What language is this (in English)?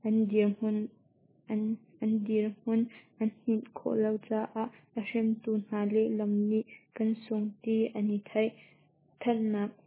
Hakha Chin